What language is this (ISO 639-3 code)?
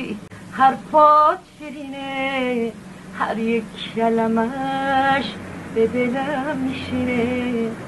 fas